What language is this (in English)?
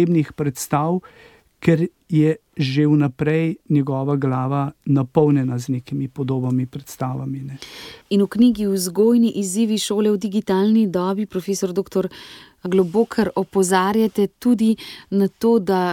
Slovenian